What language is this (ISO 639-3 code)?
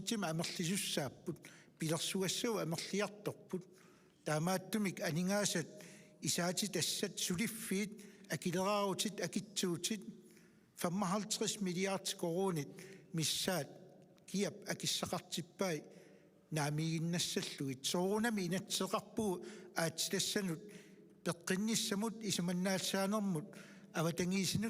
kal